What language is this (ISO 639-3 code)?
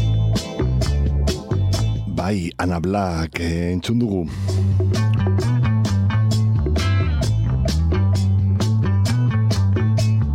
eus